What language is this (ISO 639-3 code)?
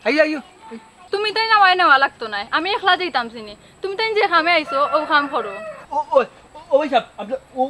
syl